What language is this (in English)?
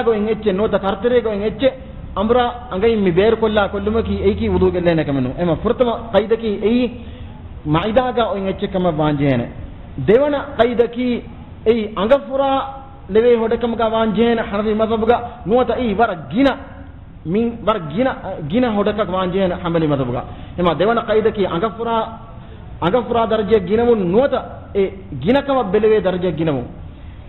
Divehi